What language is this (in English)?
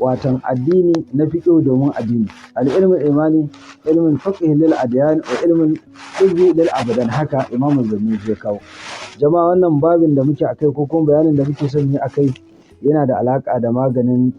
Hausa